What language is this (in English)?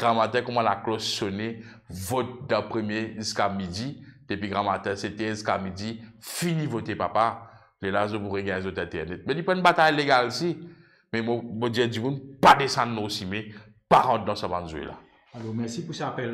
Morisyen